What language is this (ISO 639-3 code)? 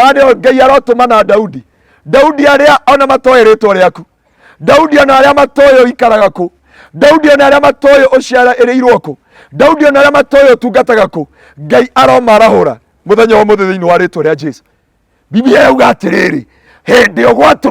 kik